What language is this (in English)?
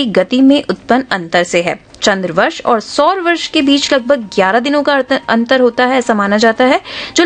Hindi